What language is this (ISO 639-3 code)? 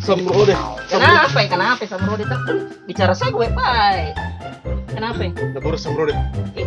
mfp